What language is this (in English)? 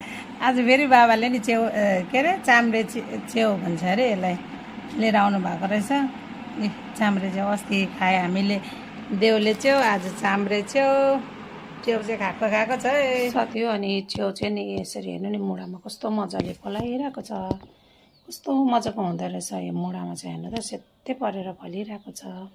Nepali